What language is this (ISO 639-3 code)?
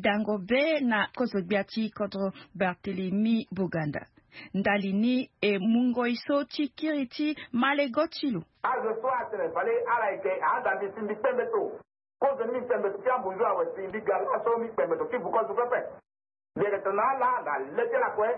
sag